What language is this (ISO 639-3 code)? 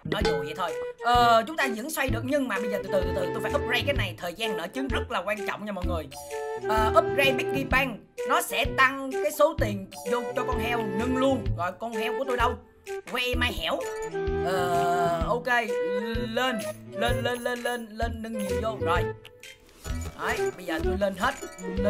vie